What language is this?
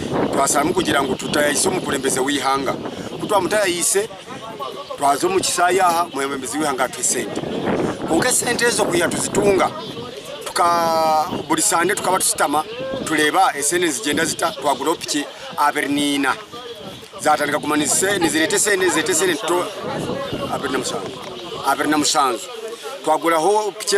Nyankole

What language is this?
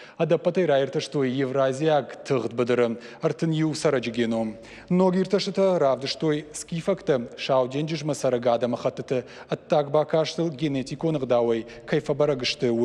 Ossetic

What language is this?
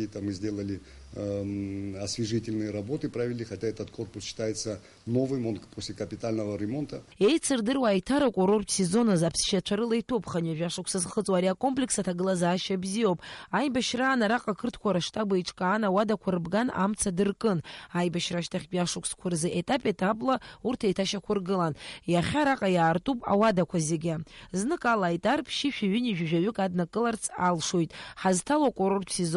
Abkhazian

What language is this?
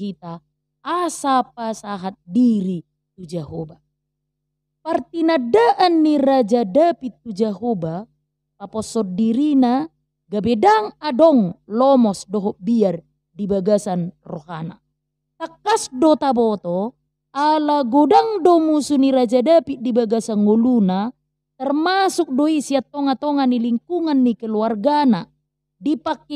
Batak Toba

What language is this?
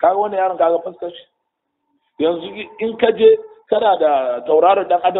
Hausa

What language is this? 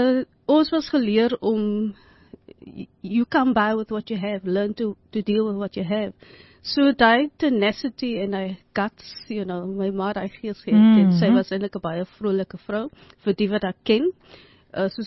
Afrikaans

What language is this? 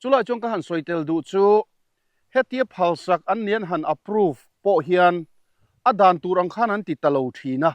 Mizo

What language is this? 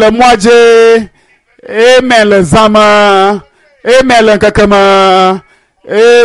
Ewe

